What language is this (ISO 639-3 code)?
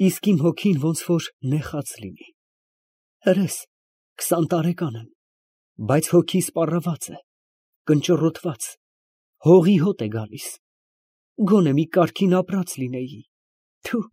hye